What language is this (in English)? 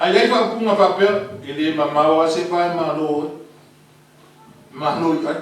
Samoan